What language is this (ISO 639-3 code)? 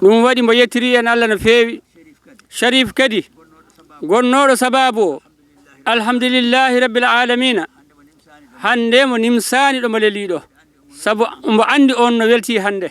ful